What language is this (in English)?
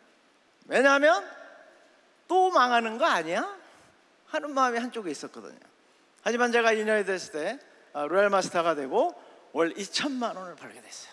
Korean